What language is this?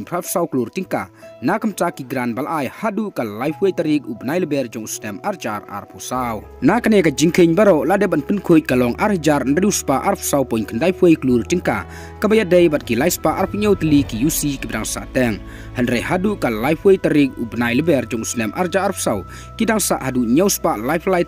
Khasi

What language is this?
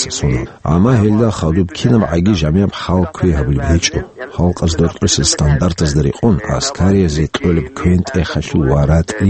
Avaric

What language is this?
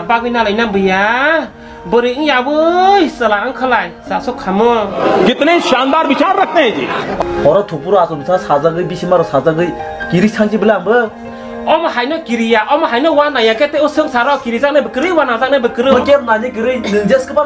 Kok Borok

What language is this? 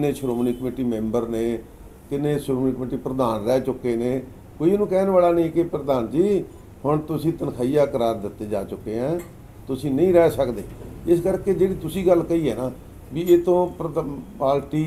Punjabi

